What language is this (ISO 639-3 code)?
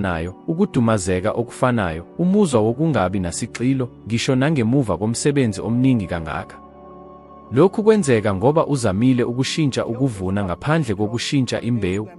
zul